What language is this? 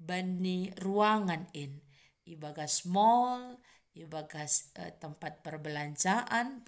Batak Simalungun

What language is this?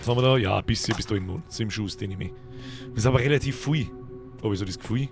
Bavarian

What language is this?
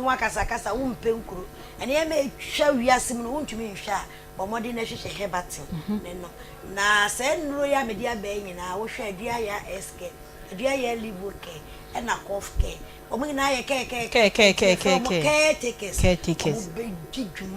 Akan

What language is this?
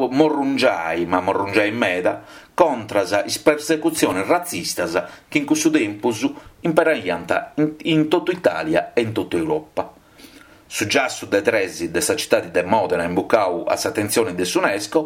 Sardinian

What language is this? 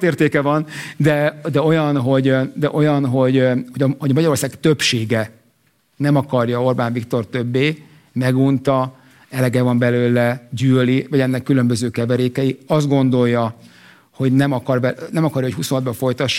Hungarian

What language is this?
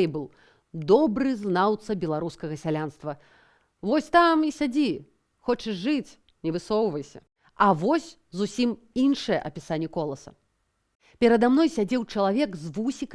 Belarusian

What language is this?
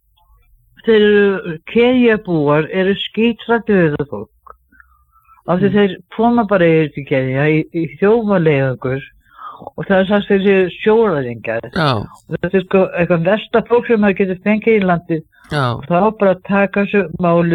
Icelandic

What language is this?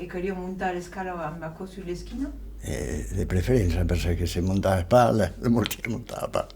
Occitan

